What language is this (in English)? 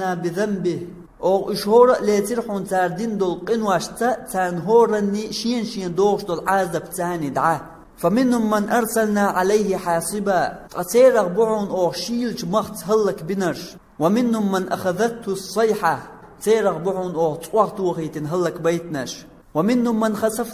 Chechen